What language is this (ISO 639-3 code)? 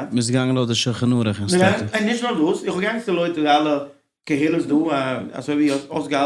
yid